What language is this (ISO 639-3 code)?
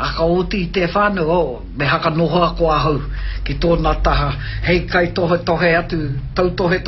mri